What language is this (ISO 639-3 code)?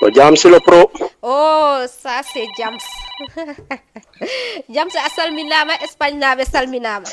ful